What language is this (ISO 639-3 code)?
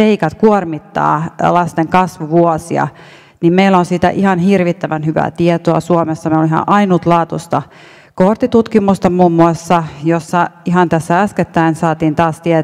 fin